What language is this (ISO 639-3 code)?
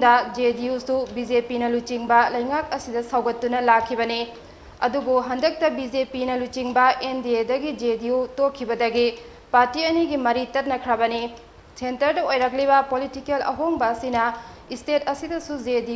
mni